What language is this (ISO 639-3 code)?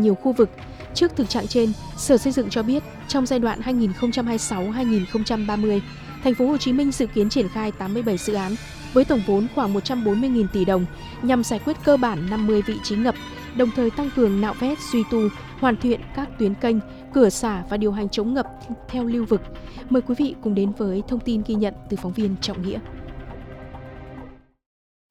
vie